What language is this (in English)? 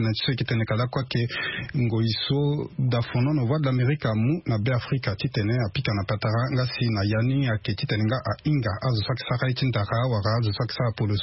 Sango